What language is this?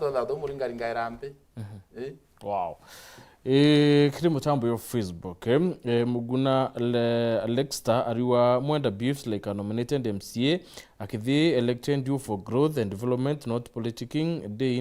Meru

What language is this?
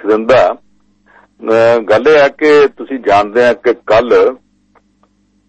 Punjabi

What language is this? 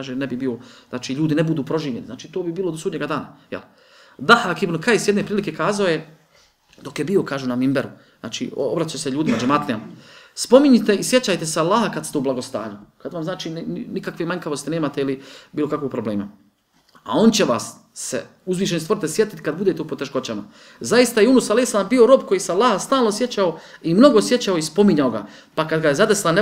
Bosnian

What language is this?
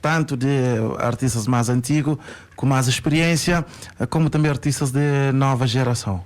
Kabuverdianu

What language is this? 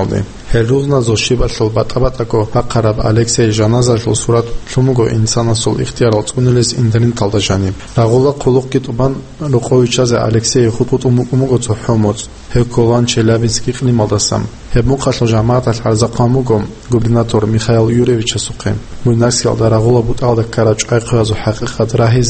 Avaric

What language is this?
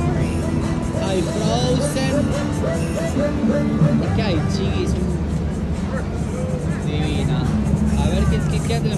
Spanish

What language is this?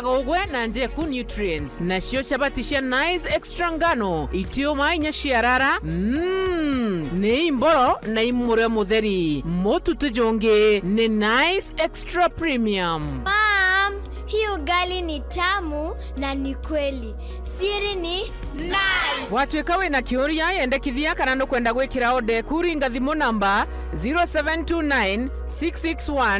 Meru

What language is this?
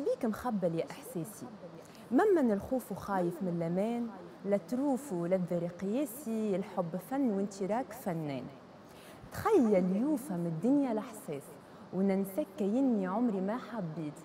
Tunisian Arabic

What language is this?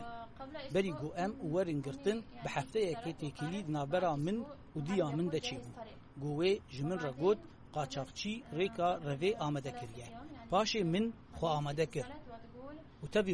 Kurdish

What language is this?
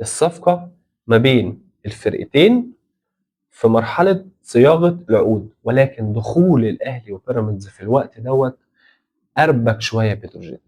Egyptian Arabic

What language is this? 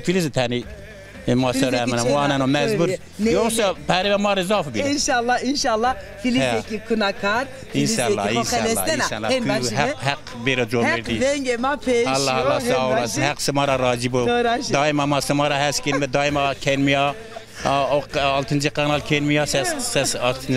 Zaza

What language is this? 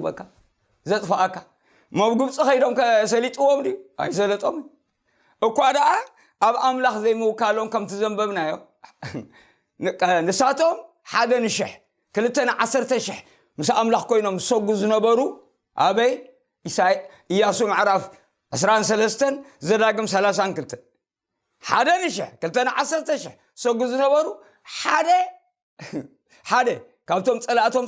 Tigrinya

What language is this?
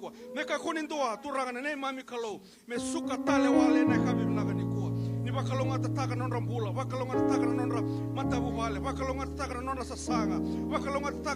Fijian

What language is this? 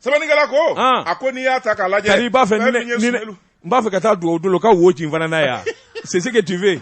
Bambara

